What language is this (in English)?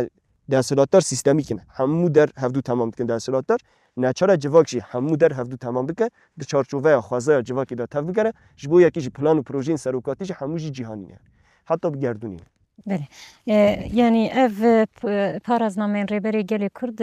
Kurdish